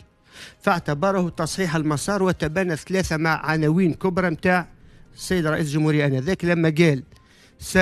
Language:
Tunisian Arabic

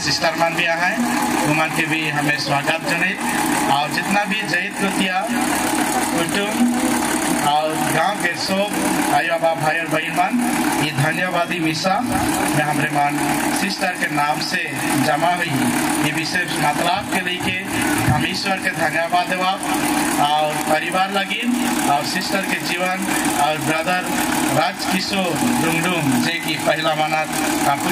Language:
Sadri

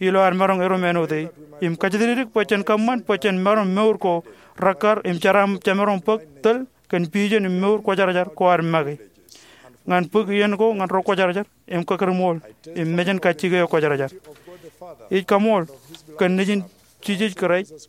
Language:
Marshallese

